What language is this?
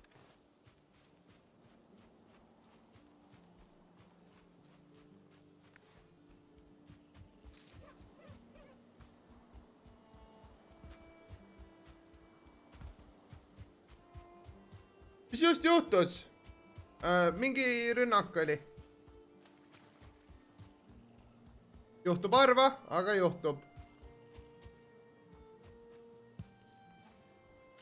Estonian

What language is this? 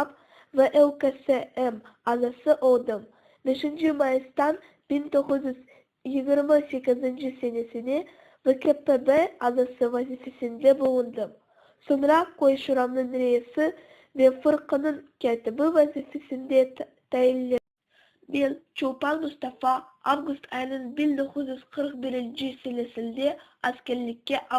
Crimean Tatar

